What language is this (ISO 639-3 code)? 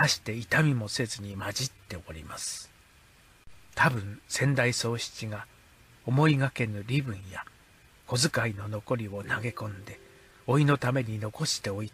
jpn